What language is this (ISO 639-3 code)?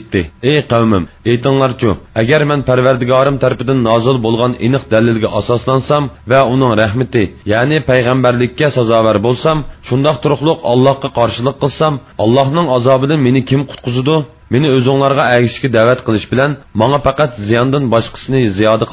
uig